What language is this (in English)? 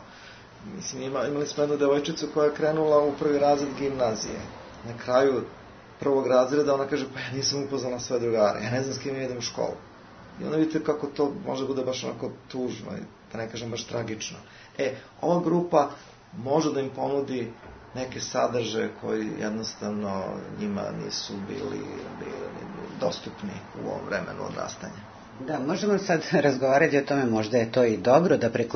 Serbian